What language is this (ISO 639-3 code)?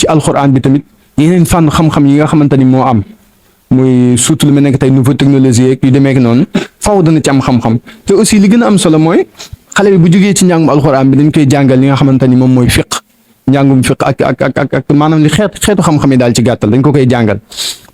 wol